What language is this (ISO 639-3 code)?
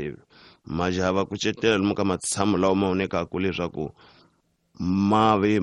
tso